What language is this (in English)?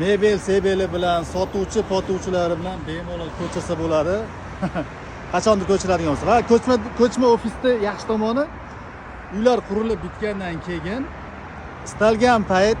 Uzbek